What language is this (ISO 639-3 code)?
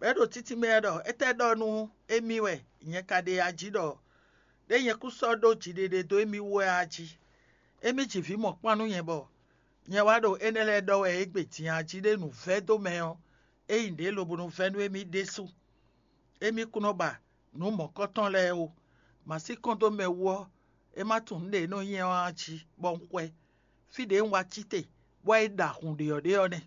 fon